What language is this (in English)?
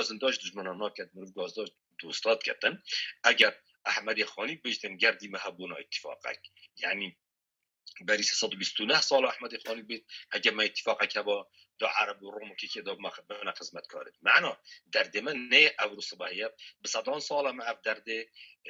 Kurdish